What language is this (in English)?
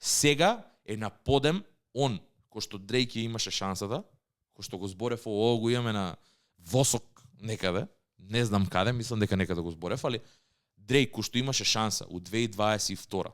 Macedonian